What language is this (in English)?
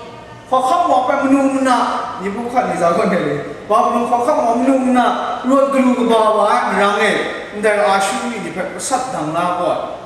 Kachin